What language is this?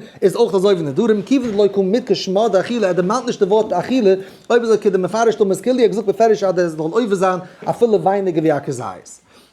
Yiddish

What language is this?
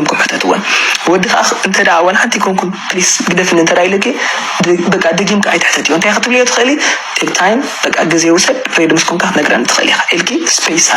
Tigrinya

